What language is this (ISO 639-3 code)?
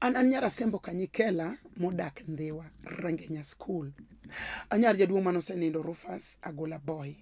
luo